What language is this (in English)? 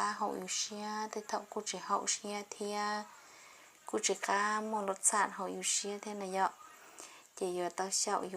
Hmong